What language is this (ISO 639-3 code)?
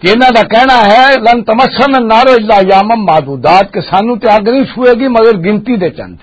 lah